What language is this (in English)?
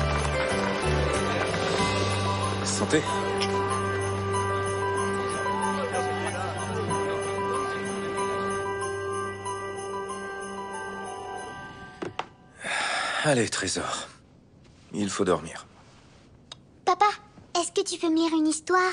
French